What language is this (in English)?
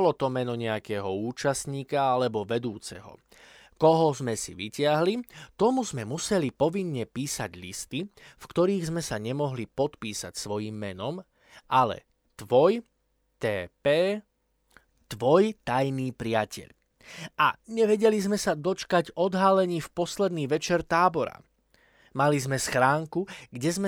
Slovak